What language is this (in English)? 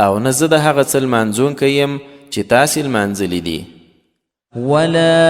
Pashto